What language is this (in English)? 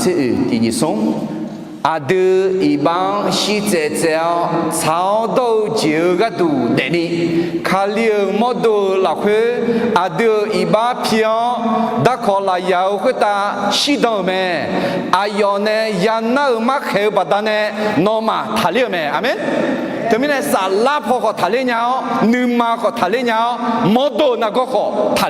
Akha